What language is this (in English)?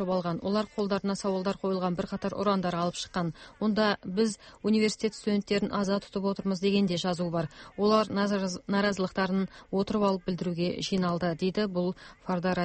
Kazakh